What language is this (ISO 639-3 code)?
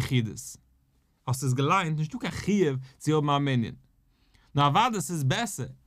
yid